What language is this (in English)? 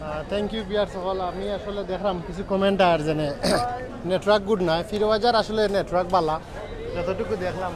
Sylheti